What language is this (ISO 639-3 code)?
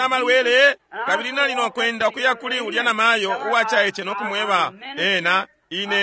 bem